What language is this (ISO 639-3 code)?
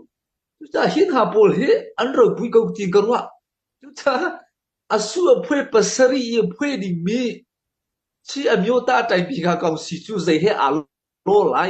cnh